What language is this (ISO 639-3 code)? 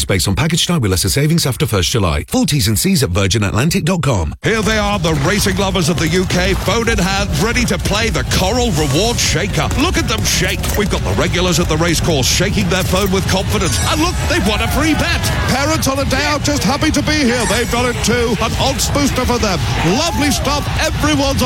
eng